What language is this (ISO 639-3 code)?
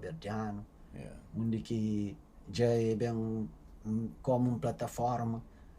kea